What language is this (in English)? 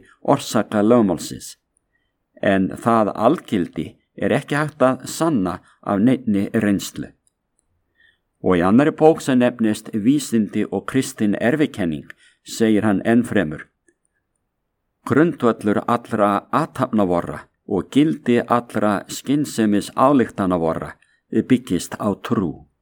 Icelandic